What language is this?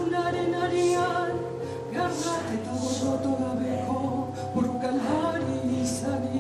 Basque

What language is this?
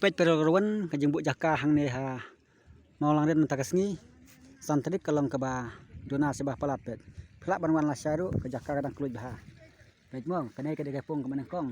Khasi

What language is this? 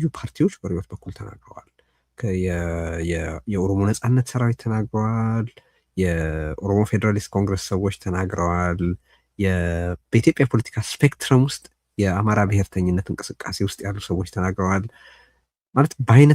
Amharic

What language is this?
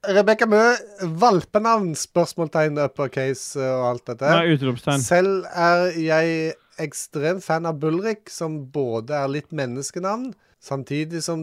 Norwegian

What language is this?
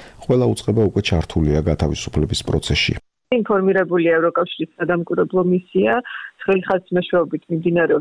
Georgian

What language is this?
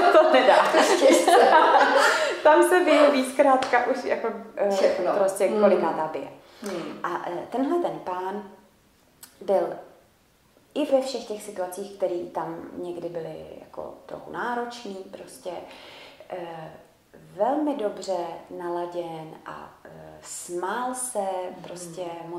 Czech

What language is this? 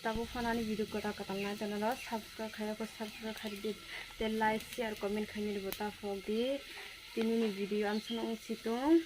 Kok Borok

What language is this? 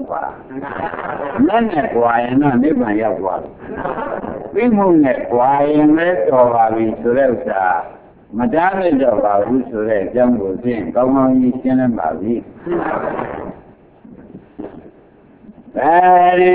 Burmese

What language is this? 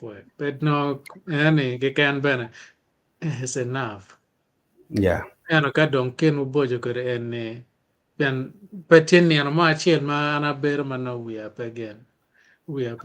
Acoli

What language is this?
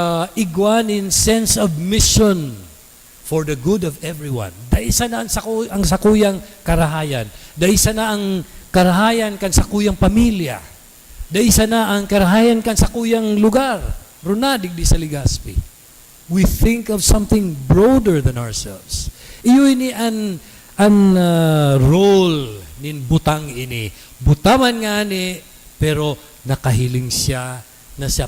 Bikol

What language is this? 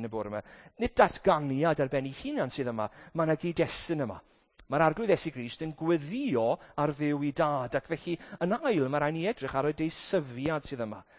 Welsh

